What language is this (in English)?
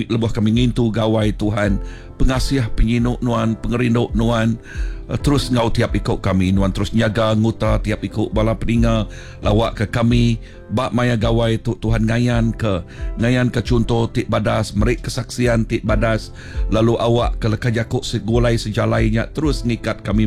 Iban